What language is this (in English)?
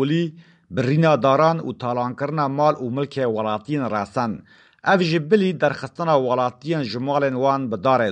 Kurdish